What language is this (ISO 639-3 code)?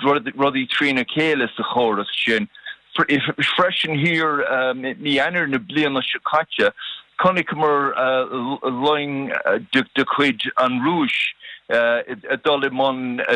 gle